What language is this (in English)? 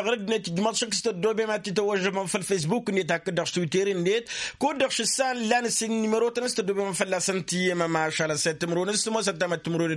Tamasheq